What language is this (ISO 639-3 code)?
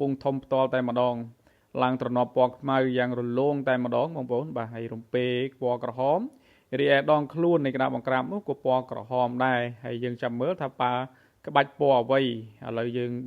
khm